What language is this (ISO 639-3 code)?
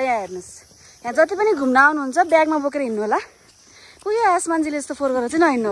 nep